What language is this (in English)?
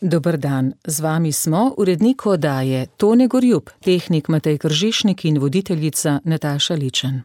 Slovenian